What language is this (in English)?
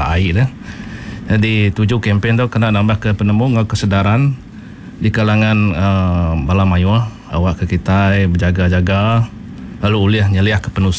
Iban